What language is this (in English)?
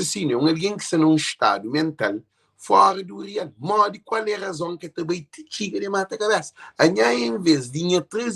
Kabuverdianu